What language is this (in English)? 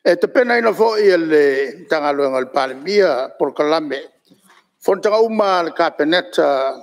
Samoan